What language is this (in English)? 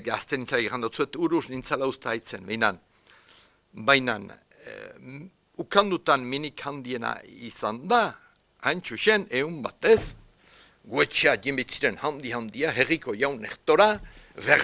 Basque